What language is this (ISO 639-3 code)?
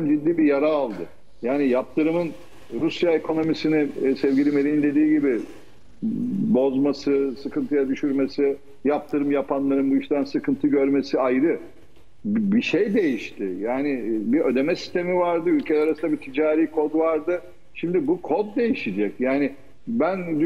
tur